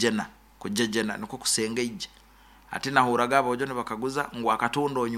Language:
Nyoro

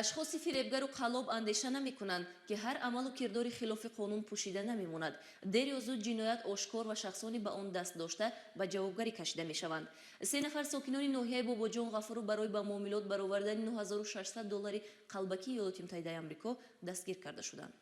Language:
Tajik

